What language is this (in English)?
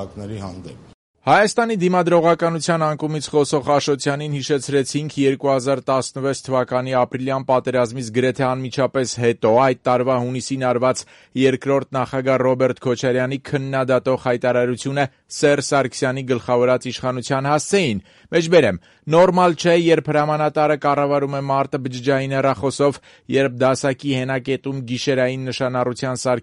Armenian